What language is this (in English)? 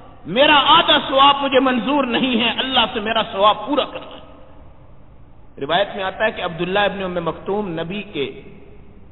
Urdu